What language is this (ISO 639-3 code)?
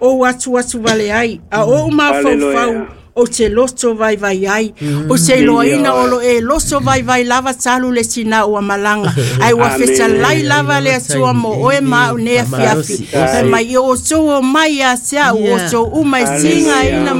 smo